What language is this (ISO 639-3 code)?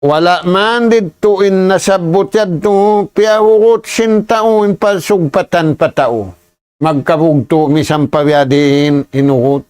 tsg